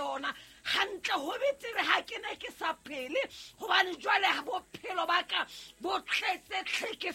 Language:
Southern Sotho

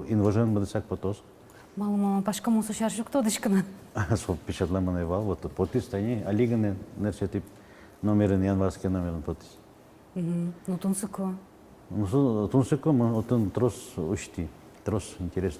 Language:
Udmurt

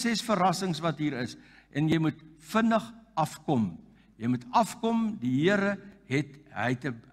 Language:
Afrikaans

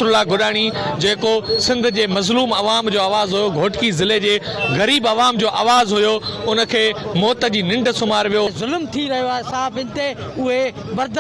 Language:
Sindhi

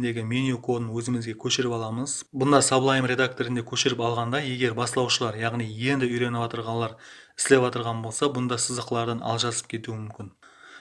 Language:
Kara-Kalpak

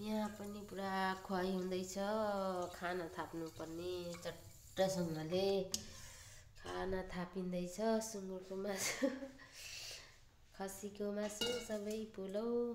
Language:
Nepali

